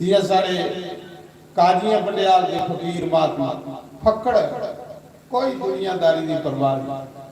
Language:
Dogri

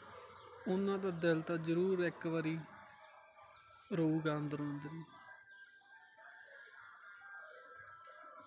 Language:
Punjabi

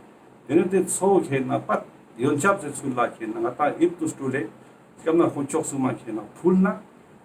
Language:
Ladakhi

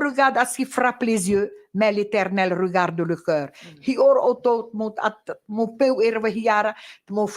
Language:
Tahitian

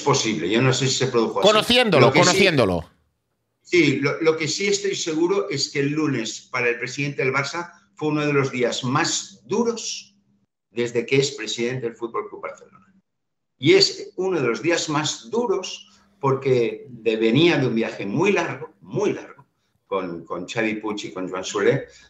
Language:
Spanish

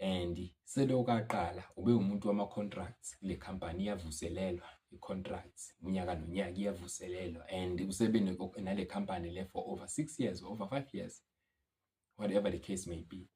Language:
Zulu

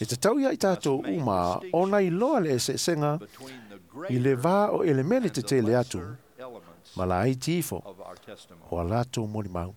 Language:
Samoan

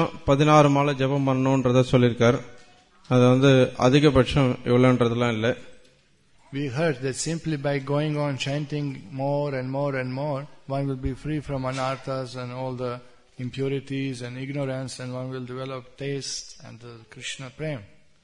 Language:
Tamil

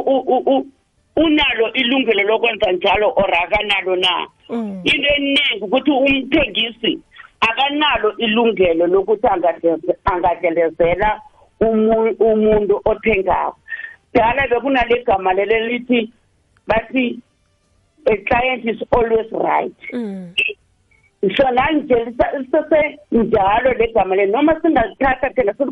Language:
South Ndebele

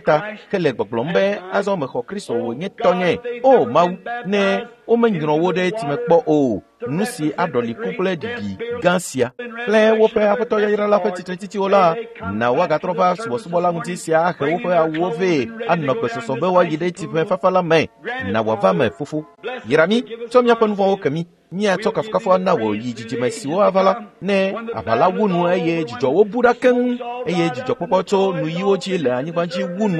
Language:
Ewe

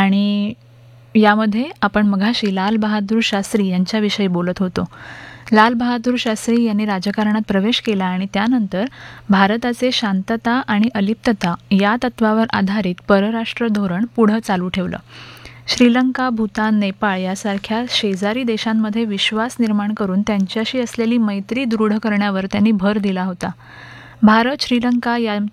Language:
Marathi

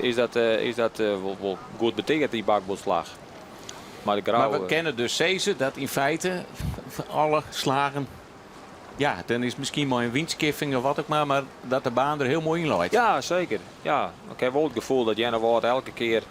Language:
Western Frisian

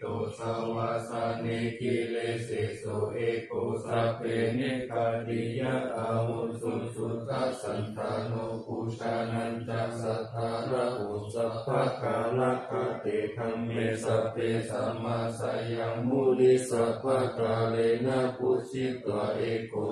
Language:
Pali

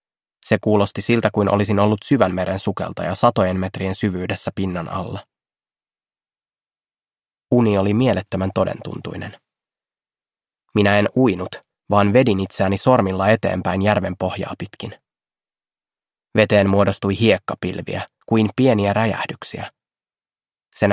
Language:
Finnish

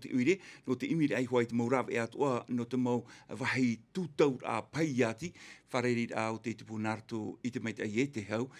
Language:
Tahitian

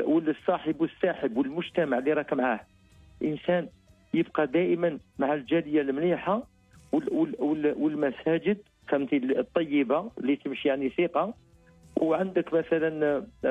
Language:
Algerian Arabic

